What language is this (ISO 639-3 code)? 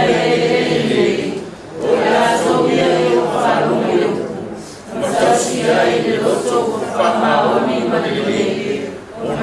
smo